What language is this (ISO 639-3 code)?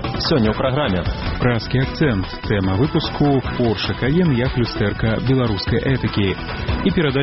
bel